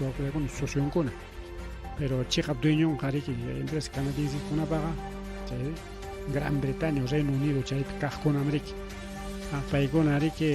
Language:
Ayacucho Quechua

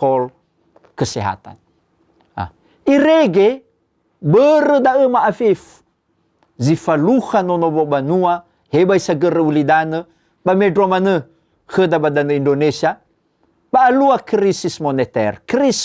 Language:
Nias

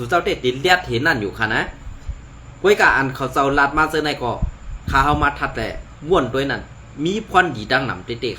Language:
Shan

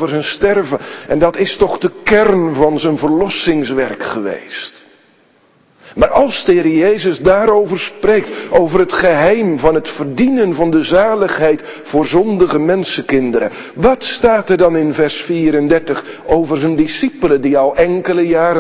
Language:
Dutch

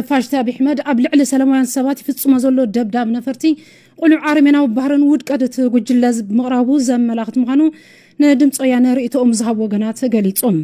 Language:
Tigrinya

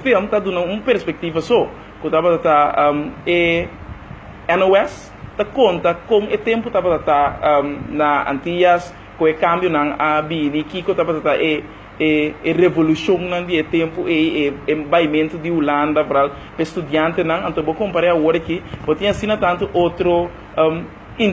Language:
Papiamento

